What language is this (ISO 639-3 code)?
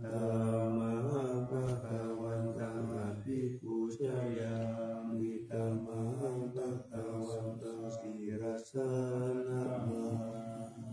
pli